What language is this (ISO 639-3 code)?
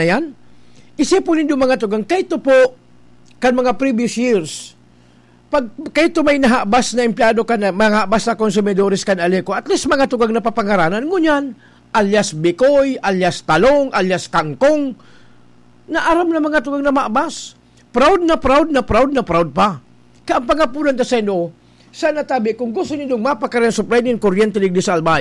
bik